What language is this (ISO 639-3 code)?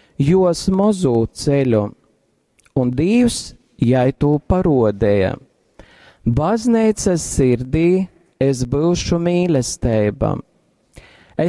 ltg